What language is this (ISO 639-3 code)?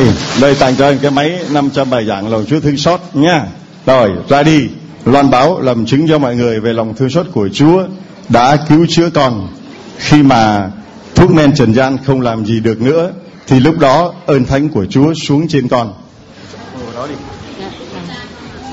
vie